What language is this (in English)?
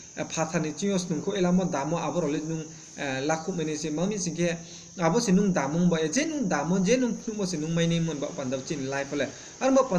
Riang (India)